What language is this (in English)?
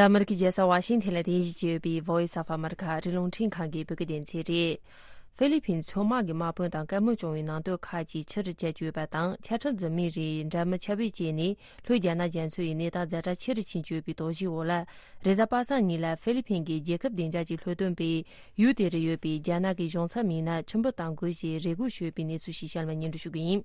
Tibetan